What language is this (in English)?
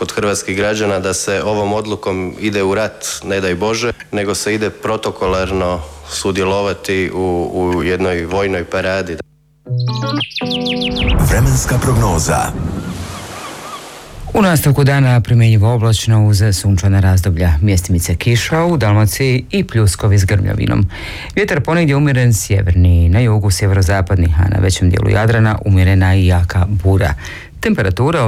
Croatian